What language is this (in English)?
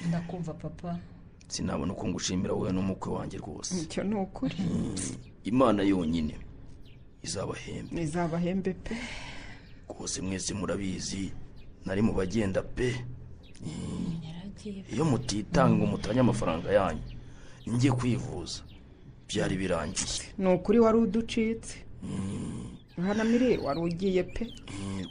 Kinyarwanda